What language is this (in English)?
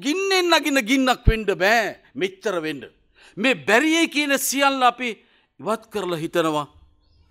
Sinhala